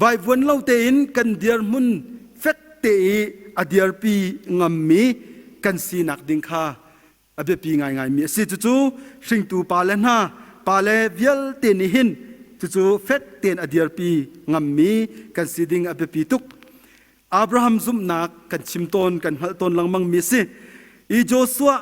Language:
Hakha Chin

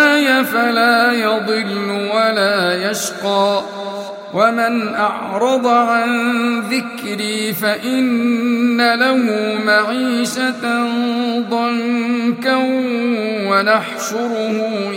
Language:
Arabic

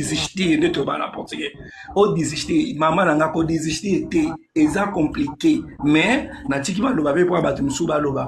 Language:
Lingala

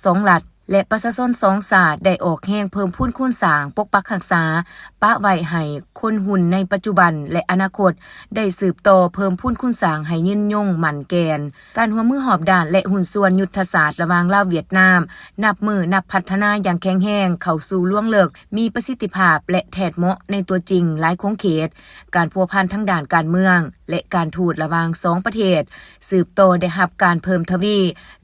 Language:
Lao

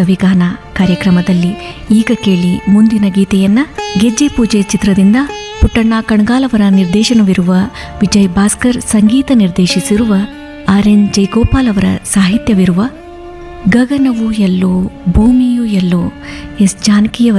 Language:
Kannada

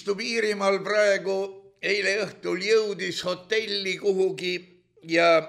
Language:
Estonian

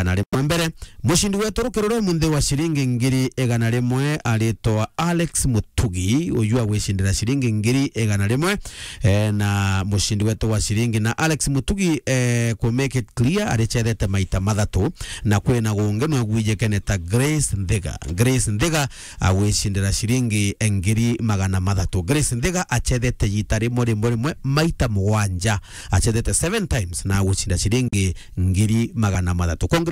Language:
Meru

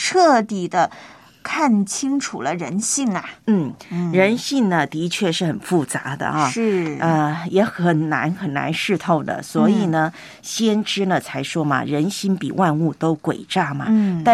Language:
Chinese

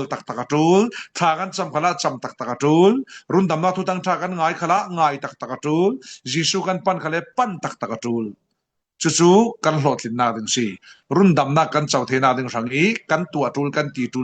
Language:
Falam Chin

